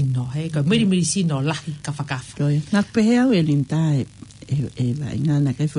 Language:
Tongan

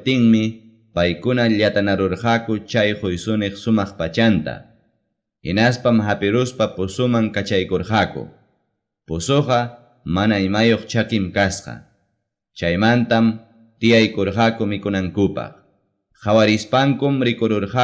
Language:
Ayacucho Quechua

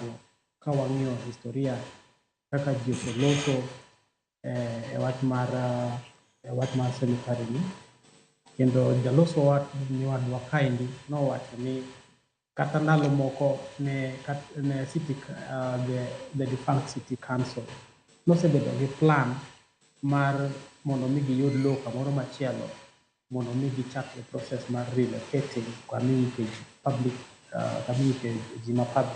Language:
Luo (Kenya and Tanzania)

